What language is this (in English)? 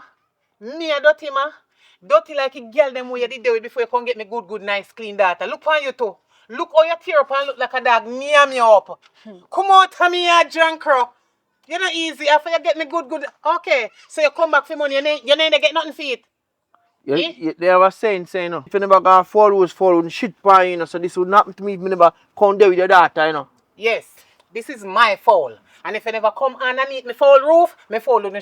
Jamaican Creole English